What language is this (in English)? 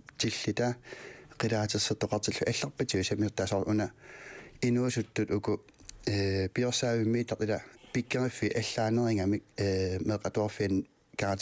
Kalaallisut